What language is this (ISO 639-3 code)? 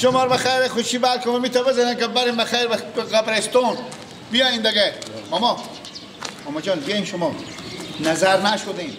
fas